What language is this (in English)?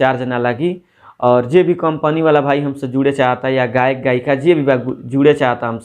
Bhojpuri